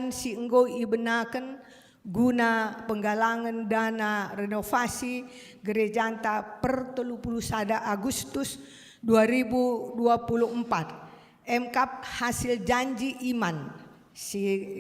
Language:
Batak Karo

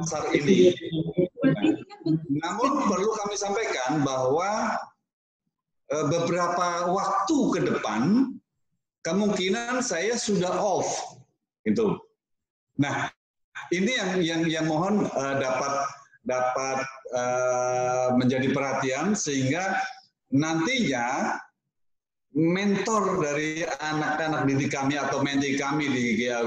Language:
Indonesian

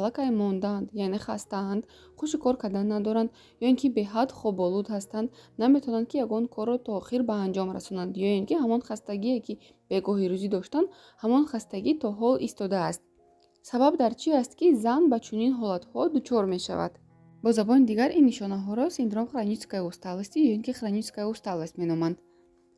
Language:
Tajik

